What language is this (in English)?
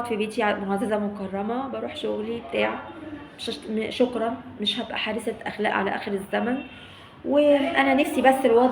Egyptian Arabic